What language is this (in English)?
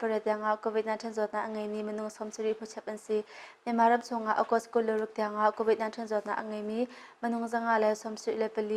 Hakha Chin